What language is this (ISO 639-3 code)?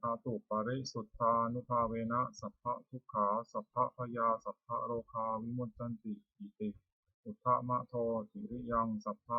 pli